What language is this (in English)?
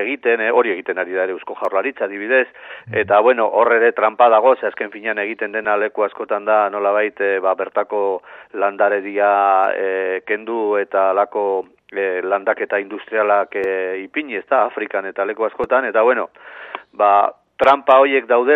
Basque